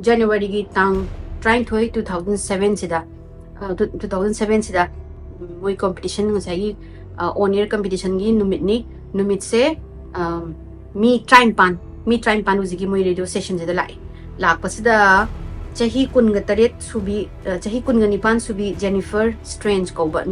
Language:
Manipuri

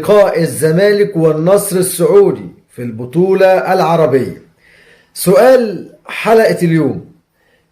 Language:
Egyptian Arabic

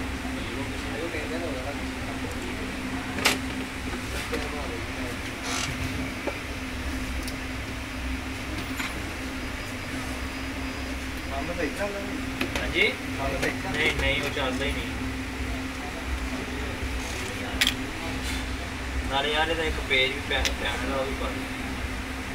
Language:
Punjabi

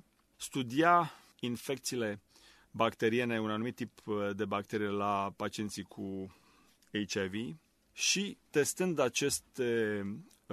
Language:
Romanian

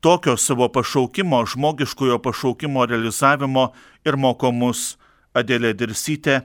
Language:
Lithuanian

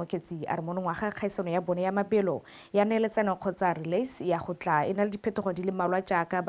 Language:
Tswana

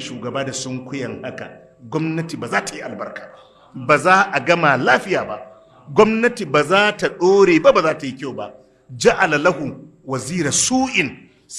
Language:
Hausa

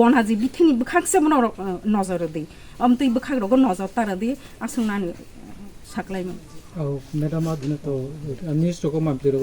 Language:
Kok Borok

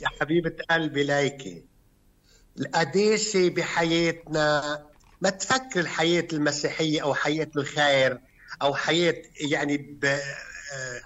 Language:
North Levantine Arabic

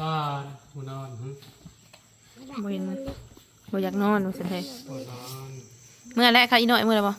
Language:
Northeastern Thai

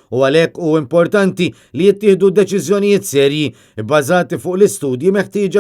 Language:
Maltese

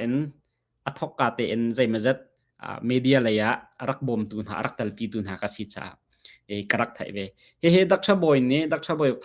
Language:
Hakha Chin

